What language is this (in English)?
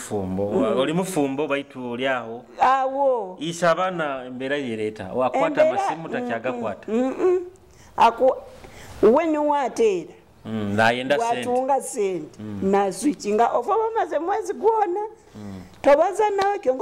Nyoro